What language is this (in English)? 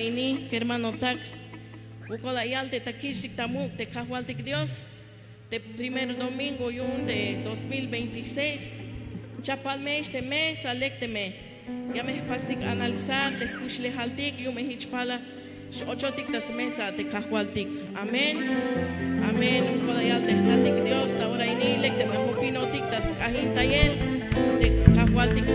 Tzeltal